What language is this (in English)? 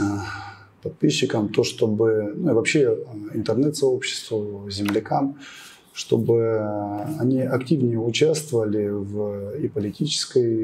Russian